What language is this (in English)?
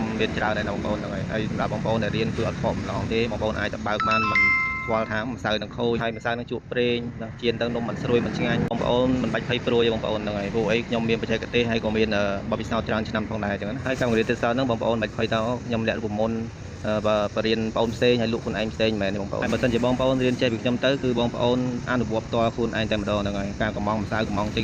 Khmer